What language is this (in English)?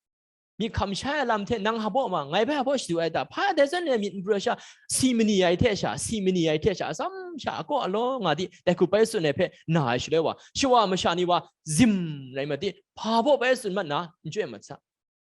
Kachin